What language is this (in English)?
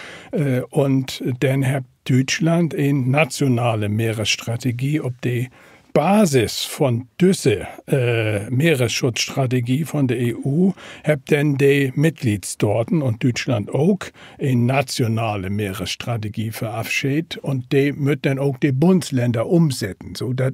Low German